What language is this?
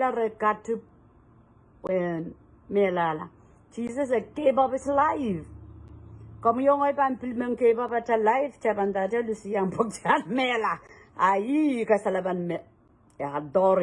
Pohnpeian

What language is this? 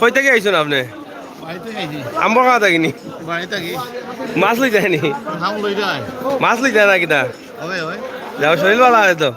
Sylheti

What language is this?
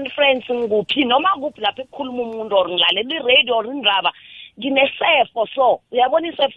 South Ndebele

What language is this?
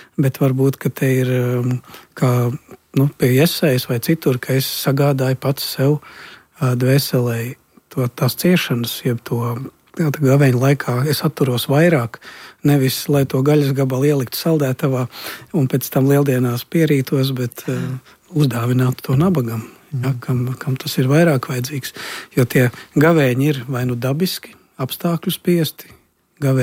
Latvian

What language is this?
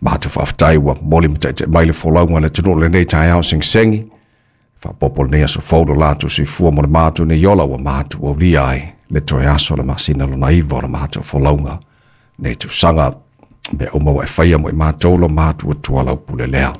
Samoan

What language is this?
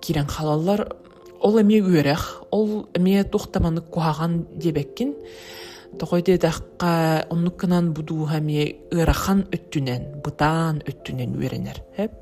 Yakut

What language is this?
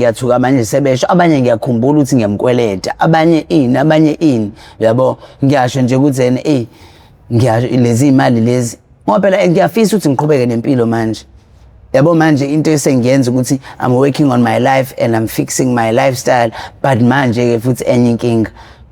Zulu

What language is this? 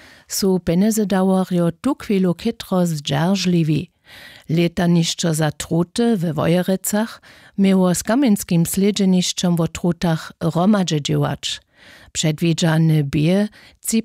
Upper Sorbian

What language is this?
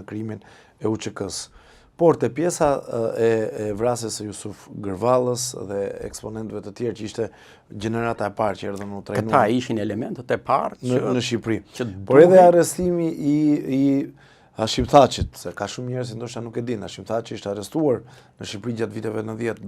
Albanian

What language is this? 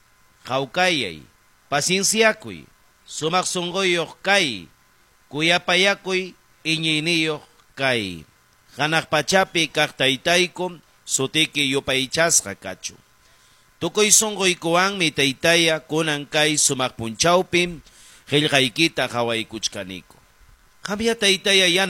Ayacucho Quechua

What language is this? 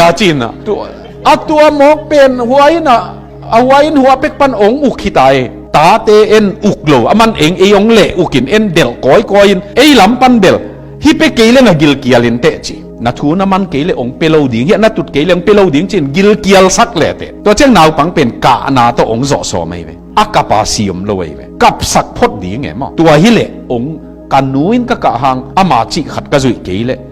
Tedim Chin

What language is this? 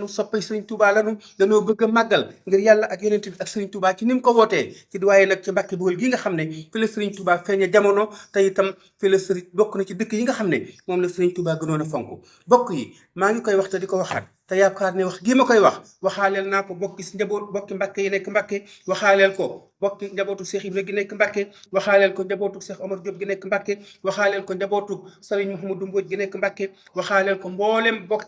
Wolof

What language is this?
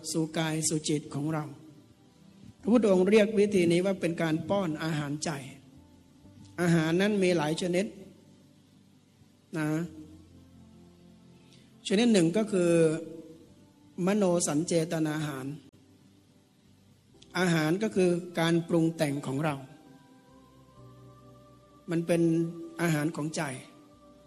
Thai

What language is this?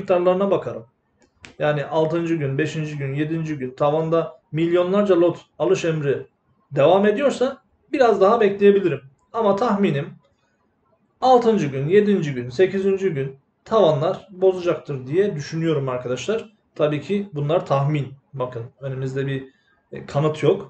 Turkish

